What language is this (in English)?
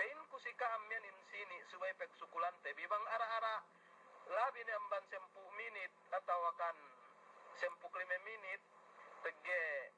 Yakan